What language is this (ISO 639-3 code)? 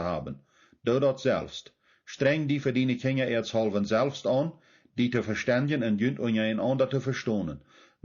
pdt